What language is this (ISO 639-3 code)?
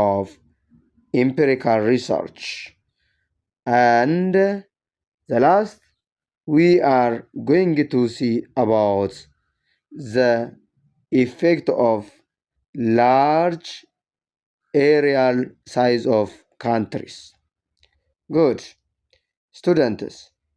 eng